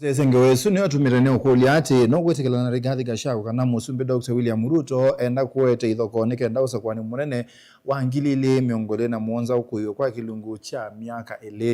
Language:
Kamba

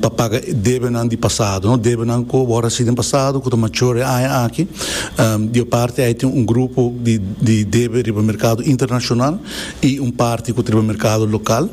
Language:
Papiamento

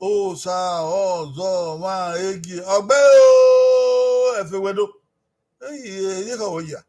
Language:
Bini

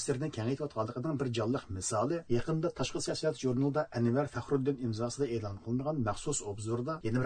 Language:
Uyghur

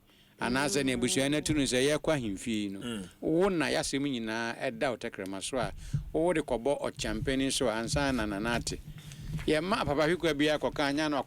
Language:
Akan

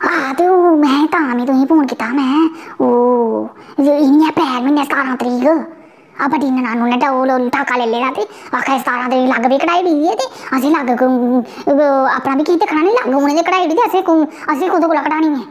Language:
Dogri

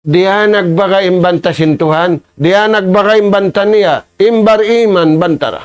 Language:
Tausug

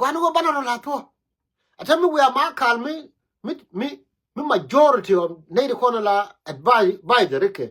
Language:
Nuer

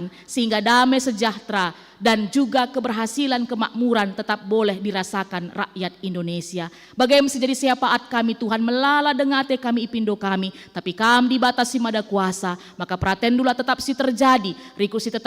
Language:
Batak Karo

